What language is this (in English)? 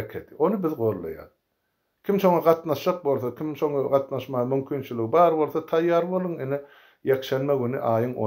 Turkmen